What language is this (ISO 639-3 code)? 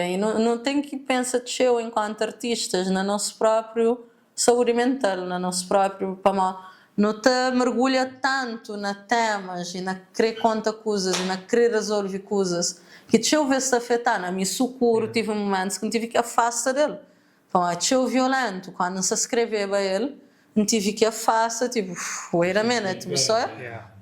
kea